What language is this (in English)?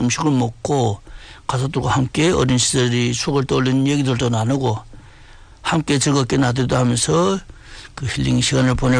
Korean